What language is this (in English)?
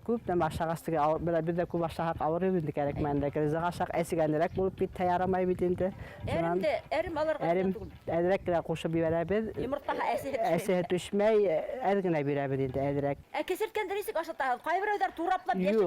Bashkir